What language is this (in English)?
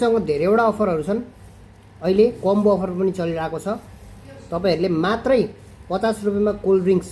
Nepali